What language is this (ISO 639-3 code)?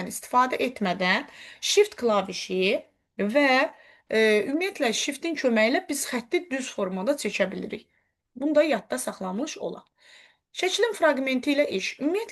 aze